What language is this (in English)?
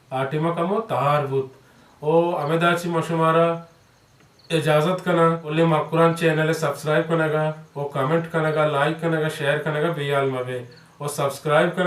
Baluchi